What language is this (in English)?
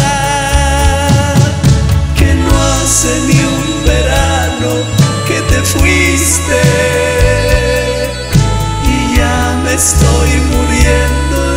Spanish